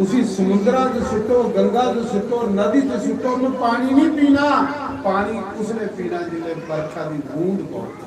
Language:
Dogri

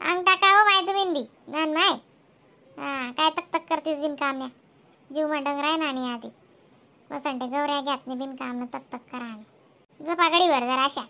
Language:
Khandesi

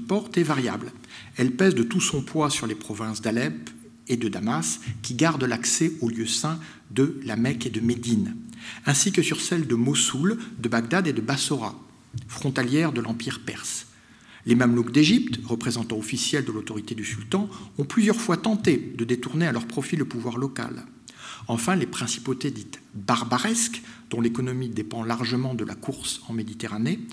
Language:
French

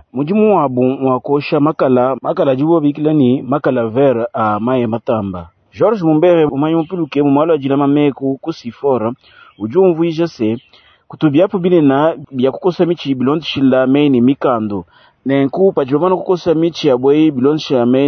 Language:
Luba-Lulua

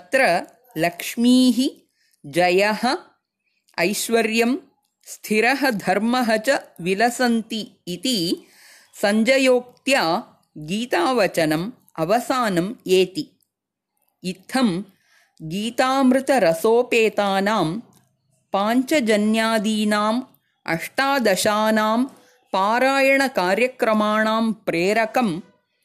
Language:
Sanskrit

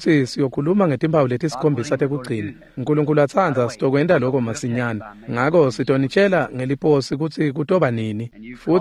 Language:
Swati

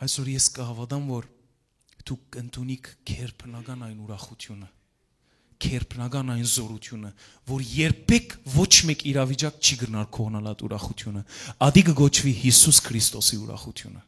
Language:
Western Armenian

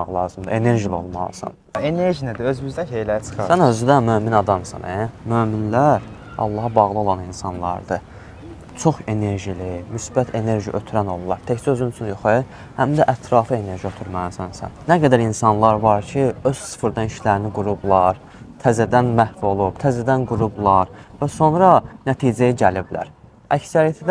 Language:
Azerbaijani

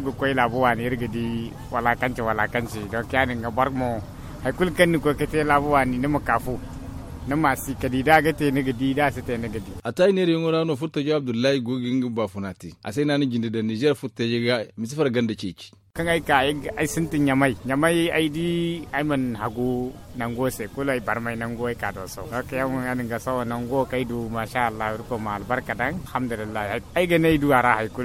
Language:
Zarma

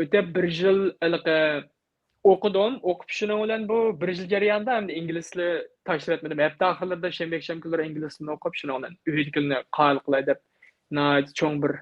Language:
Uyghur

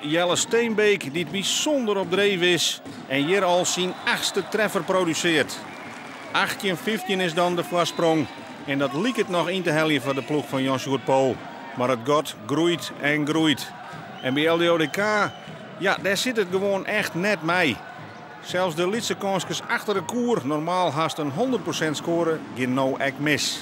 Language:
Western Frisian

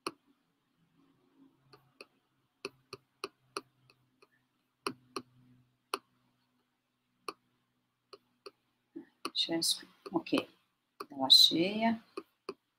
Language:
Portuguese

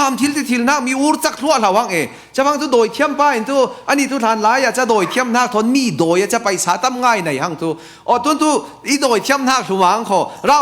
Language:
Falam Chin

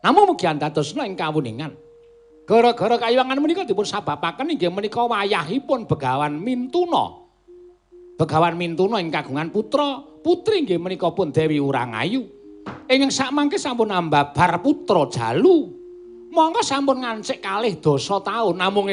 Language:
Javanese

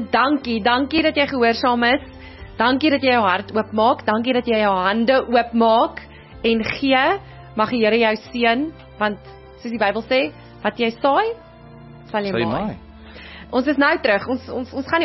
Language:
Afrikaans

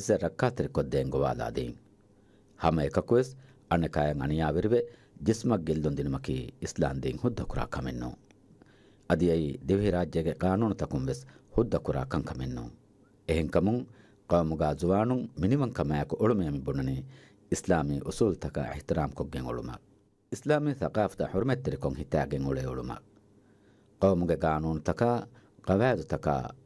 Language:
Divehi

